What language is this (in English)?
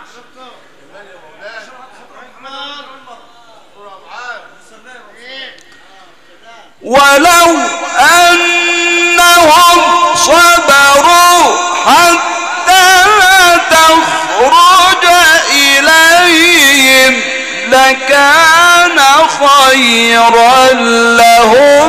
Arabic